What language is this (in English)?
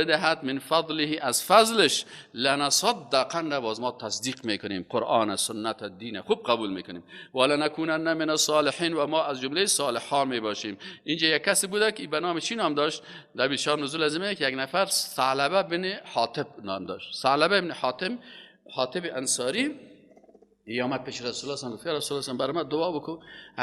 Persian